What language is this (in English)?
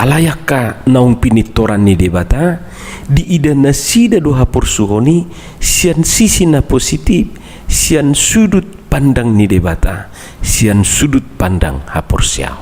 Batak Toba